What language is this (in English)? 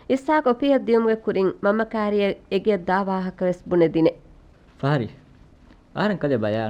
Divehi